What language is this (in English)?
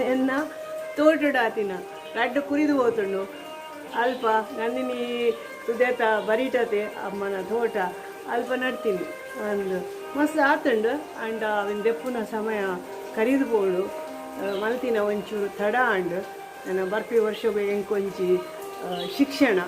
Tulu